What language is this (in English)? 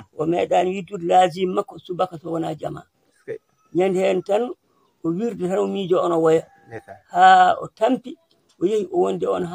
Fula